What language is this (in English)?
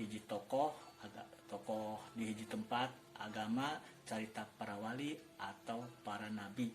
Sundanese